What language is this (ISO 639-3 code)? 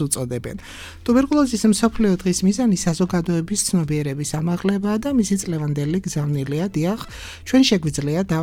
kat